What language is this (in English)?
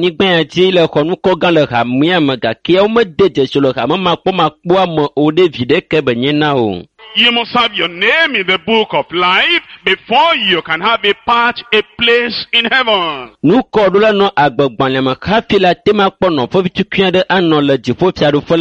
Ewe